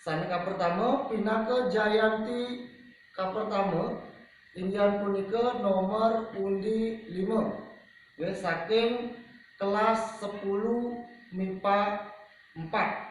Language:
Balinese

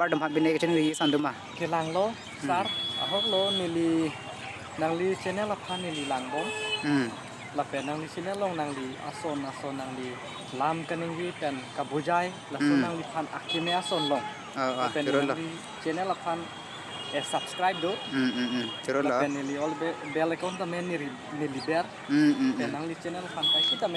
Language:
Karbi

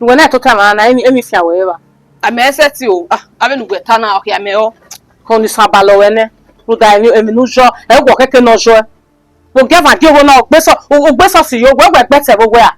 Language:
Bini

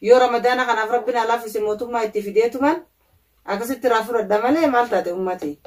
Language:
Oromo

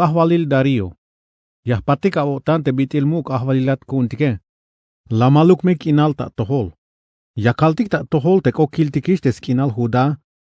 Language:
Tzeltal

